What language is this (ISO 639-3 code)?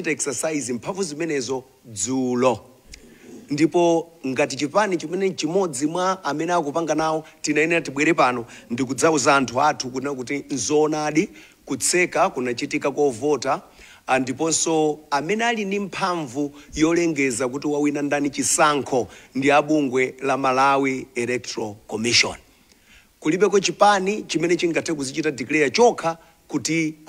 nya